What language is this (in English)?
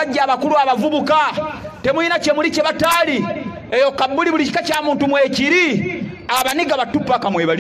Ganda